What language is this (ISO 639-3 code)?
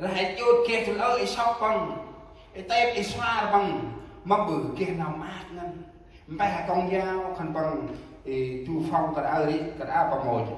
cmo